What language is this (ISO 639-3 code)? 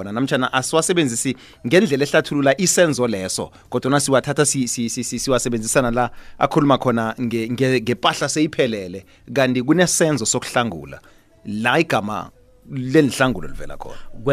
nbl